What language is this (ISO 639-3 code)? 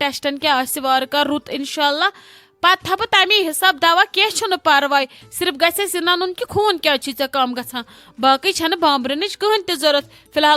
kas